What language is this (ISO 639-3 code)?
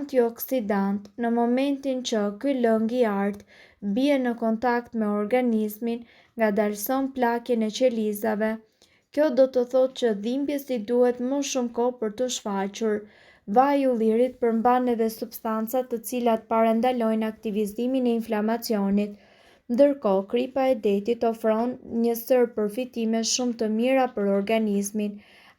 sqi